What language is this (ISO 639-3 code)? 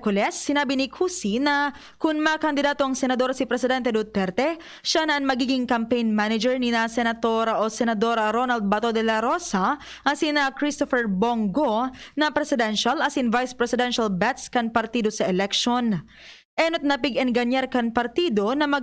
bik